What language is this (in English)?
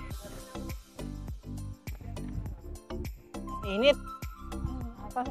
Filipino